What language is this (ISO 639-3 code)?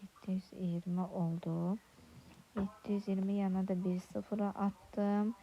aze